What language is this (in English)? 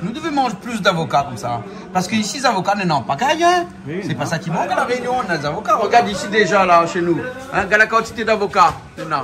Réunion Creole French